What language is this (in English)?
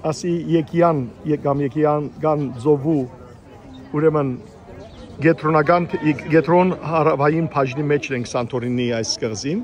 Western Armenian